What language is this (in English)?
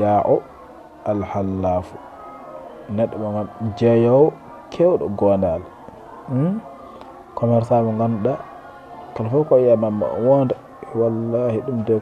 Fula